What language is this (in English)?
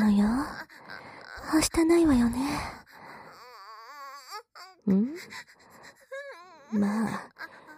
Japanese